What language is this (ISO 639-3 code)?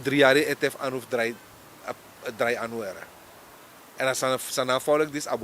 srn